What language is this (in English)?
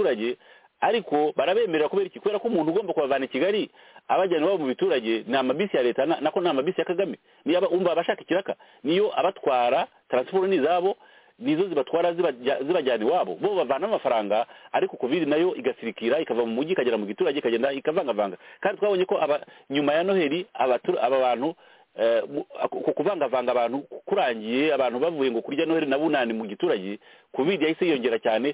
Kinyarwanda